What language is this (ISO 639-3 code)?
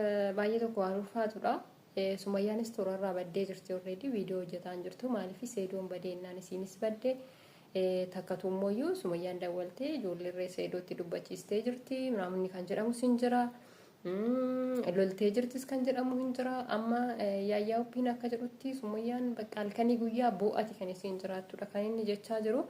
orm